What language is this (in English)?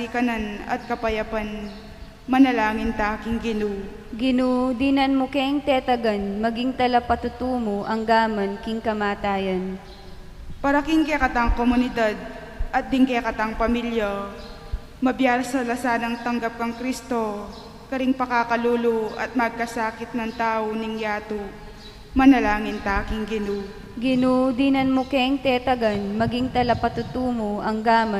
Pampanga